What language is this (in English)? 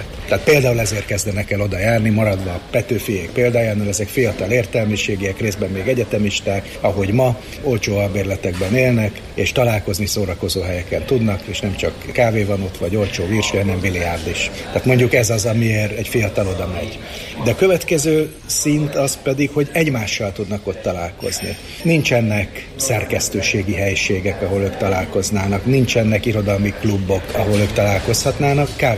Hungarian